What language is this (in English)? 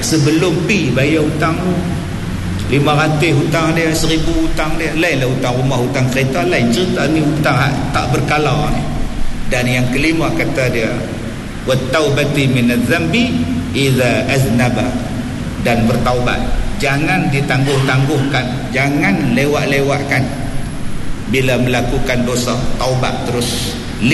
Malay